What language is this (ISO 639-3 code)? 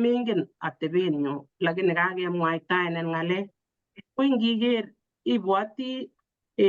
kln